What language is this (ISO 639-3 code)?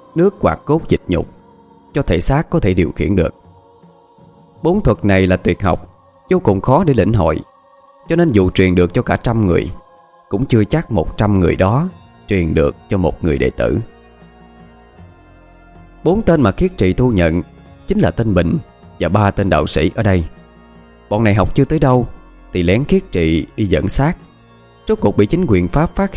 vie